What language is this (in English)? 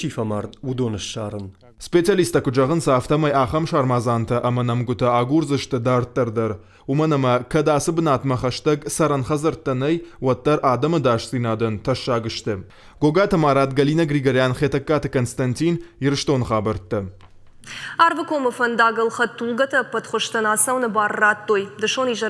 Ossetic